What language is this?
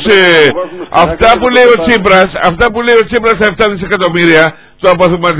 Greek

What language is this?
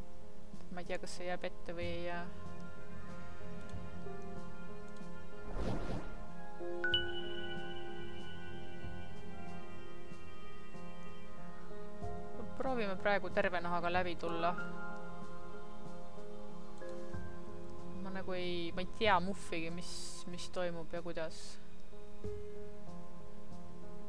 Estonian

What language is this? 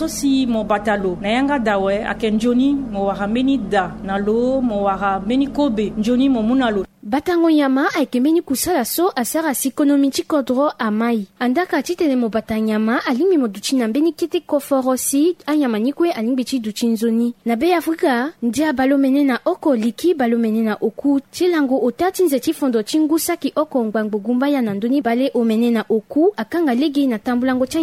Sango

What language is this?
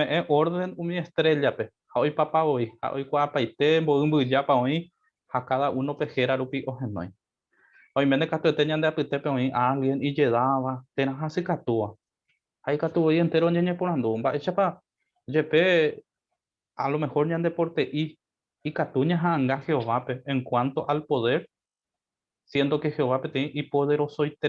Guarani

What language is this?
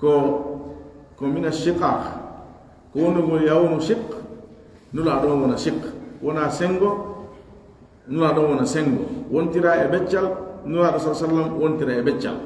Pular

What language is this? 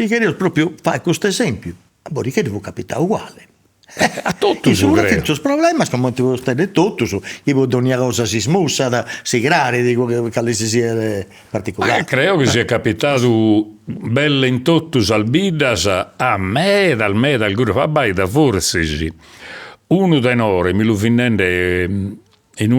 Sardinian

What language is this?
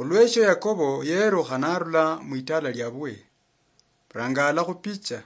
Luyia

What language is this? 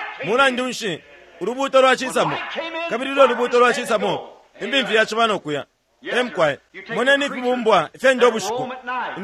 Bemba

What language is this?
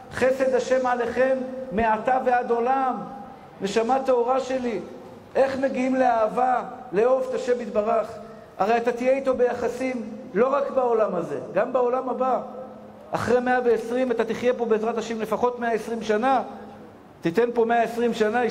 Hebrew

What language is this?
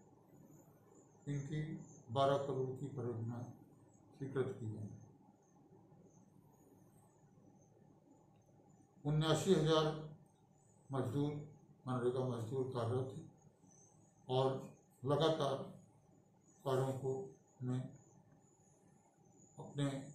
Hindi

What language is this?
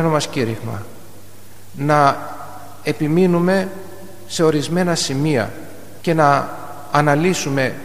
Greek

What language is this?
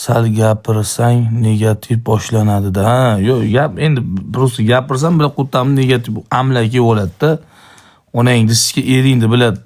Uzbek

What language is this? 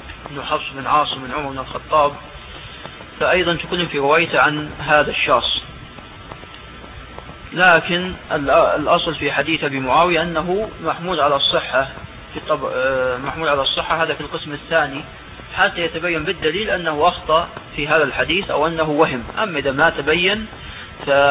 Arabic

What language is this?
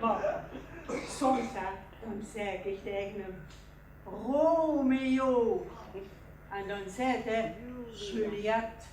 Limburgish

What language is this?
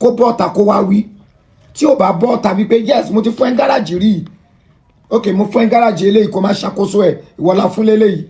Yoruba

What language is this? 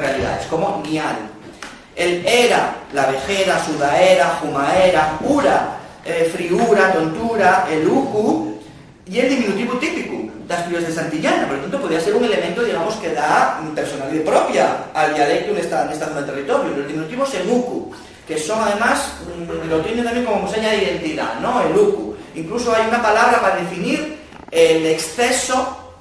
Asturian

